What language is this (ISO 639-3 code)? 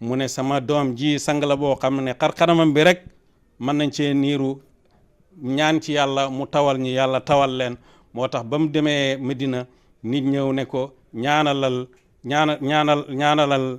wol